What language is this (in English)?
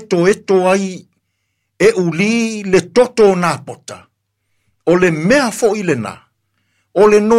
Samoan